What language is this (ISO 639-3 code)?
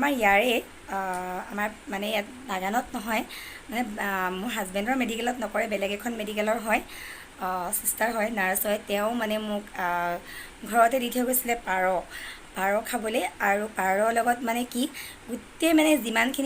asm